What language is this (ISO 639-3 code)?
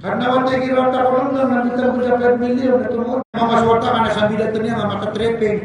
mrw